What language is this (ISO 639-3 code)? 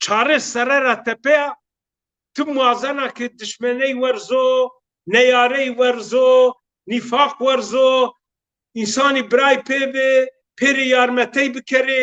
zza